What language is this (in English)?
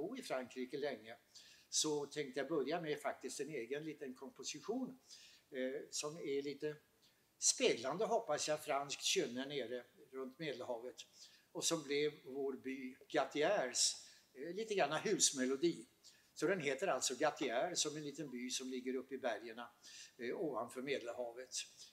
Swedish